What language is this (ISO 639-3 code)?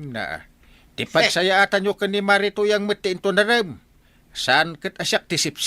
ilo